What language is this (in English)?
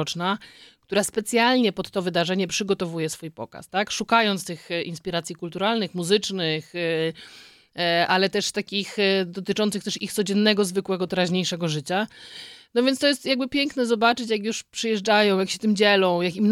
Polish